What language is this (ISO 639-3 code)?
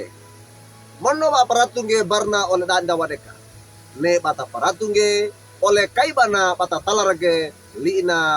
wew